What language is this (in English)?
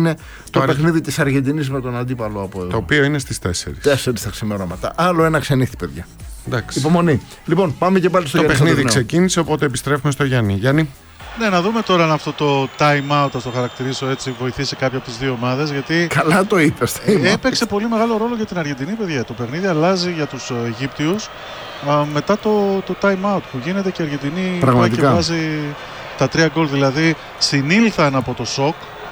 Greek